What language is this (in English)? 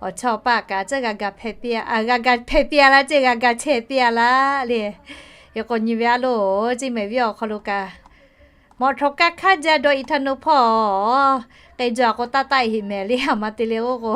Lahu